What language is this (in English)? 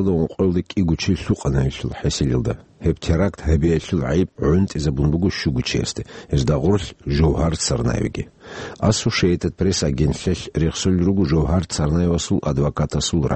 Avaric